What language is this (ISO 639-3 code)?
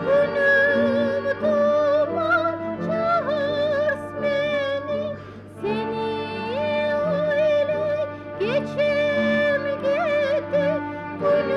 kum